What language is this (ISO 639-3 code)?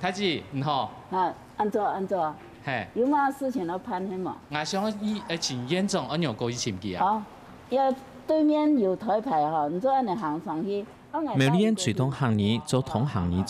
hak